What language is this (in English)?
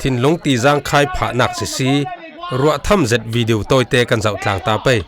Falam Chin